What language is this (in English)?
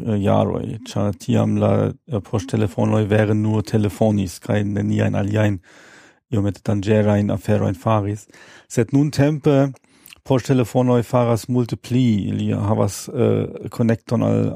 Esperanto